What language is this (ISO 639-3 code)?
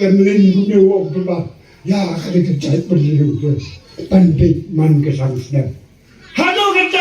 kha